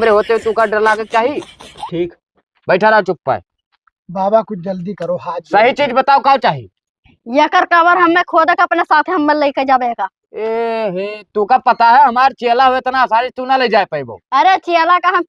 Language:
Awadhi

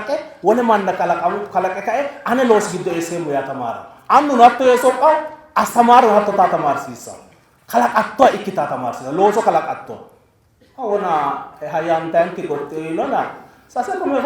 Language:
Sidamo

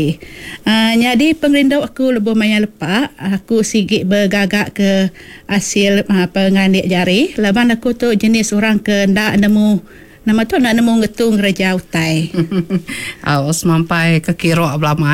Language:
Iban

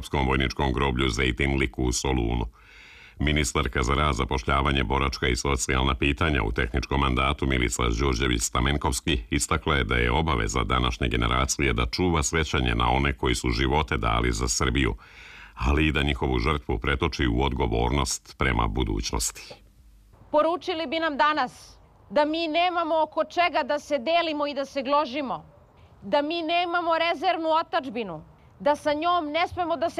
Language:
Serbian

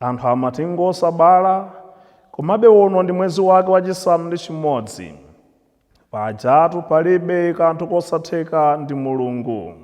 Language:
Nyanja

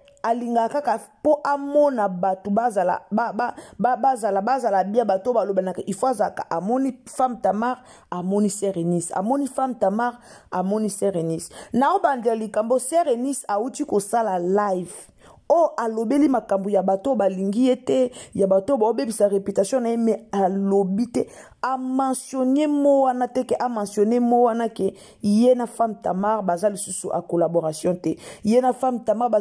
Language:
Lingala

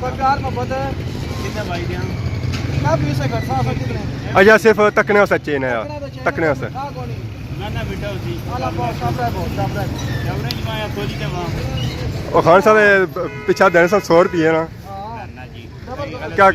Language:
Pahari-Potwari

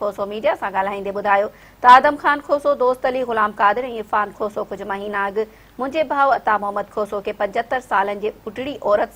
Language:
Sindhi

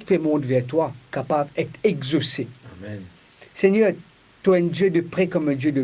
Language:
Morisyen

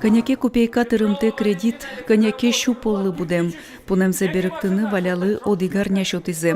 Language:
Udmurt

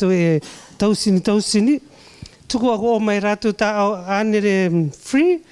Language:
Rarotongan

